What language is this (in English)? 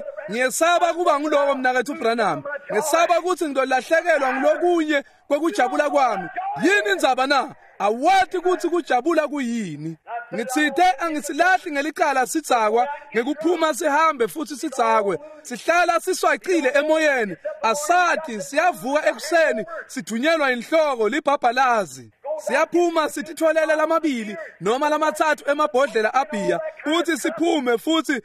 Swati